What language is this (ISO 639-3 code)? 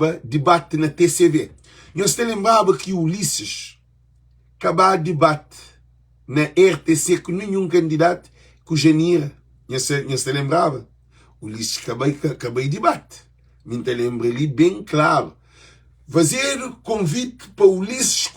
kea